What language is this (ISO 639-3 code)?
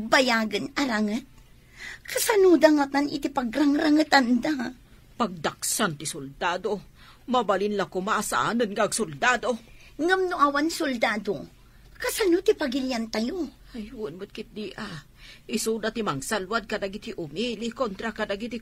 ilo